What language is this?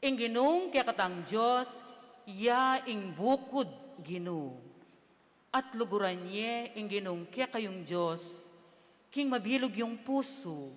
Pampanga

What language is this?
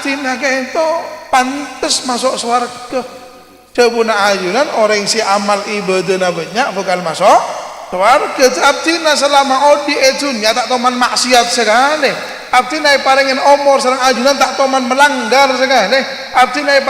Madurese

